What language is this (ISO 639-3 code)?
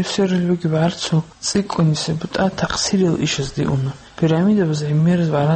ava